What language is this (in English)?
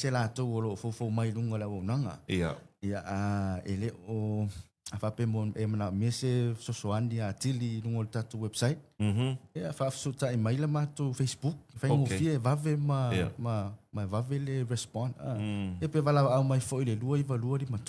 Samoan